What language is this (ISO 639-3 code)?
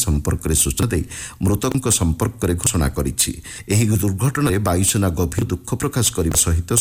ori